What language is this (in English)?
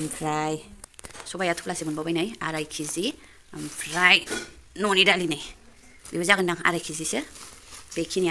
Bodo